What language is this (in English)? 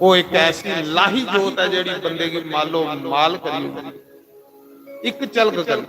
Dogri